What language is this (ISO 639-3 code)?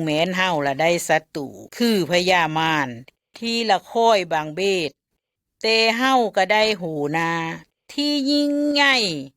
lao